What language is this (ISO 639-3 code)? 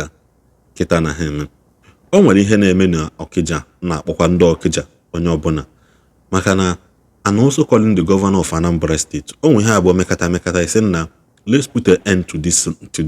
ibo